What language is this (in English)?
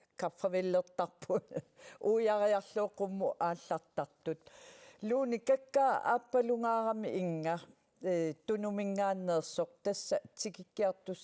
Kalaallisut